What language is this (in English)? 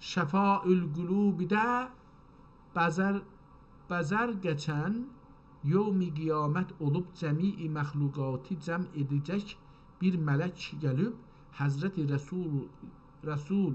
South Azerbaijani